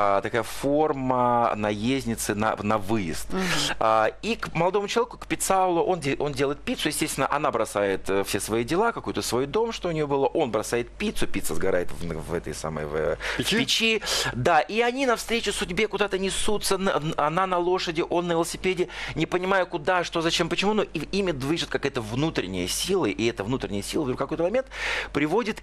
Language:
Russian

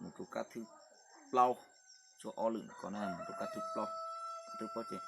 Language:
Hmong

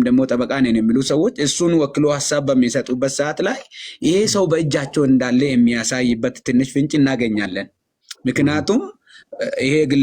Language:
Amharic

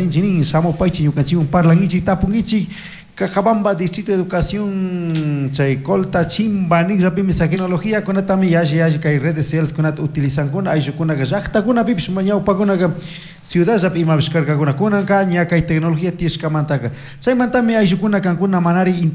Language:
Chimborazo Highland Quichua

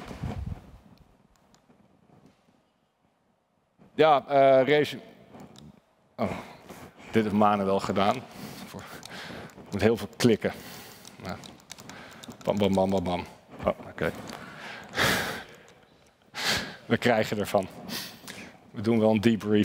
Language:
Dutch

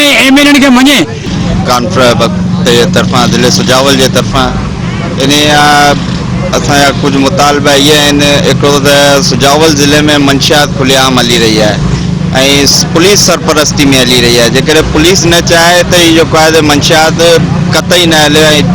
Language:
Sindhi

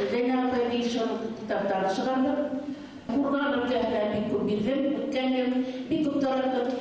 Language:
Bashkir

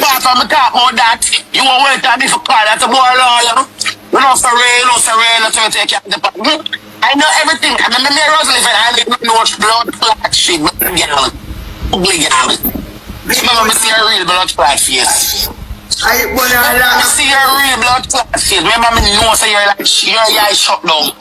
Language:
Jamaican Creole English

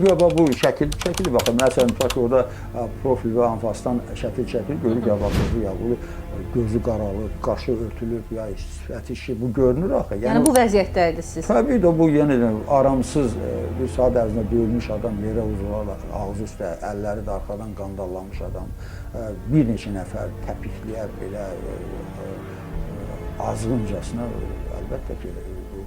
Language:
Azerbaijani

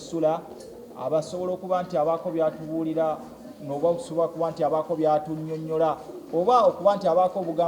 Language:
Ganda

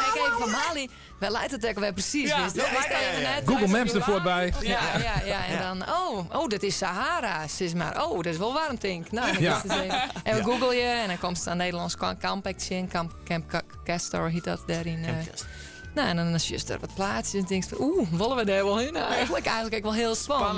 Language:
Western Frisian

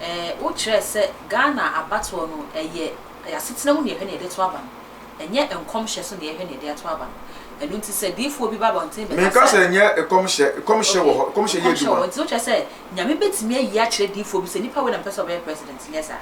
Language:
Akan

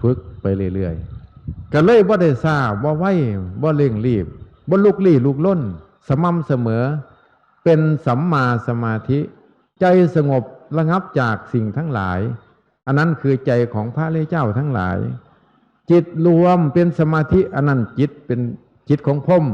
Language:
Northeastern Thai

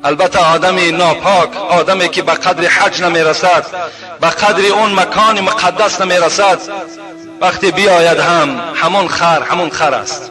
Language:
Tajik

